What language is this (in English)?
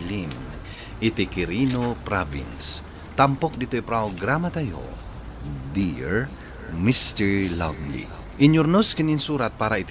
Iloko